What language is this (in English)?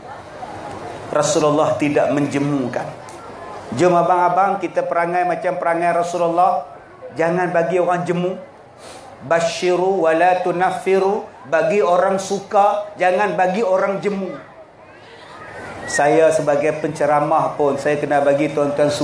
Malay